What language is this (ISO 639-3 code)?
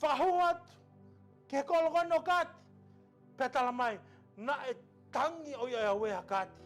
ton